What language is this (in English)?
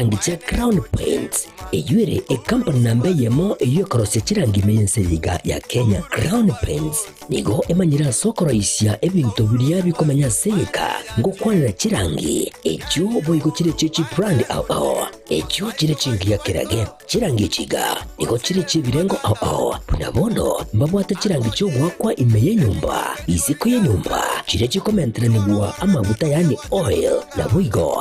Gusii